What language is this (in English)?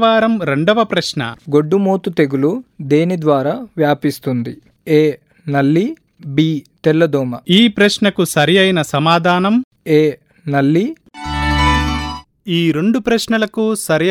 Telugu